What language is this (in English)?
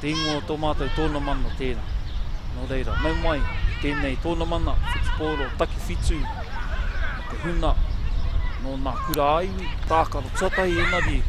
Māori